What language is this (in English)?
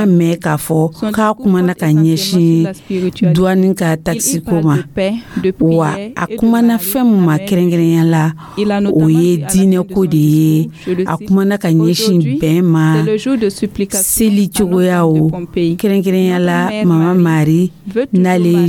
Dyula